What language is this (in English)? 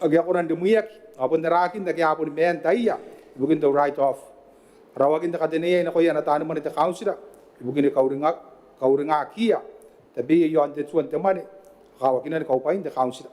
Gilbertese